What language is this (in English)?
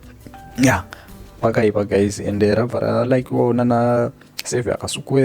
Shona